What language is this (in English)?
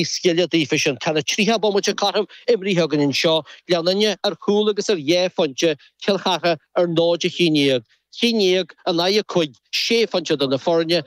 Irish